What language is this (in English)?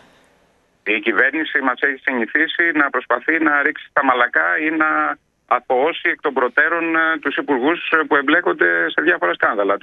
Greek